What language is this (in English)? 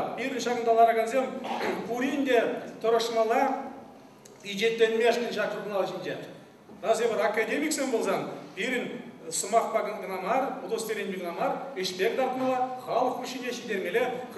Chuvash